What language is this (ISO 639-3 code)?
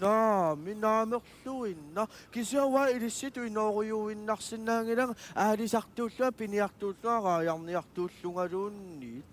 kal